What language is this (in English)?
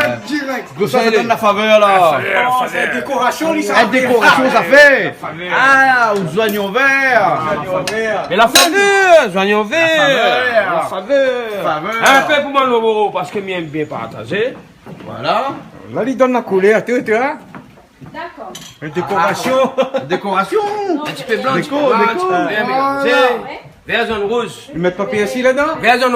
Réunion Creole French